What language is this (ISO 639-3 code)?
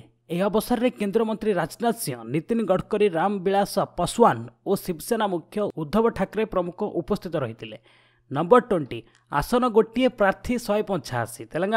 ori